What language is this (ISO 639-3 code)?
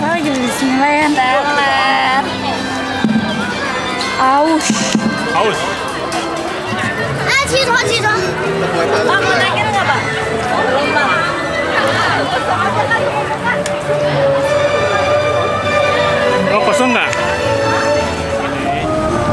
ind